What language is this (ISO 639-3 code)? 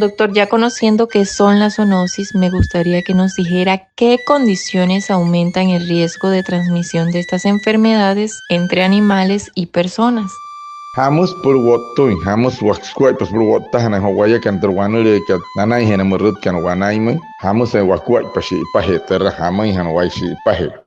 guc